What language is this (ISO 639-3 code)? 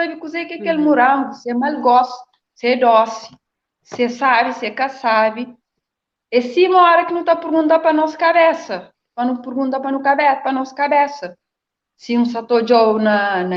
kea